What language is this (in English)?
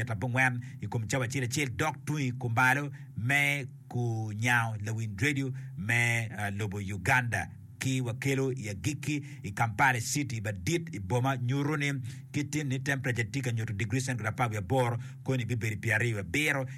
Acoli